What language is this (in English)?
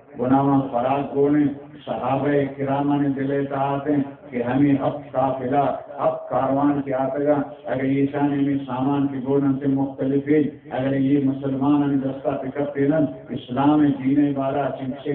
Baluchi